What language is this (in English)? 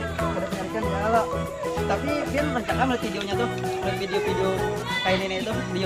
Banjar